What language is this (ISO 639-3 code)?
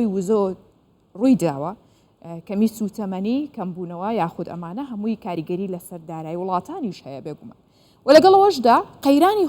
ckb